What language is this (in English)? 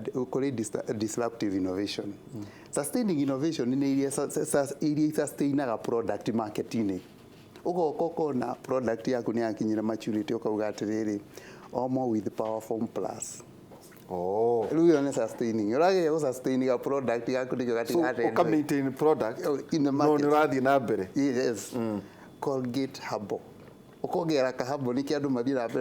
Kikuyu